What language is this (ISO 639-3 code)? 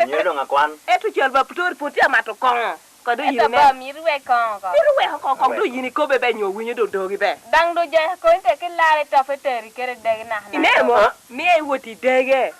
laj